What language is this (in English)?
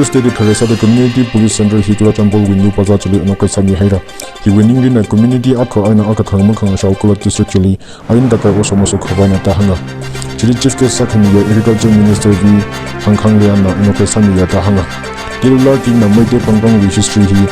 Tangkhul Naga (India)